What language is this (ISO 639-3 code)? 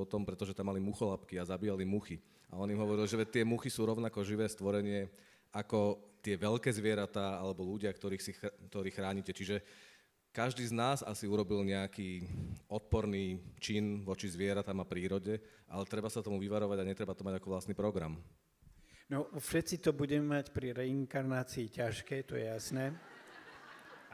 slk